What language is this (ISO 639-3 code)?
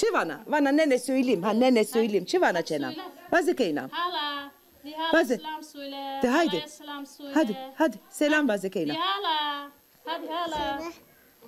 zza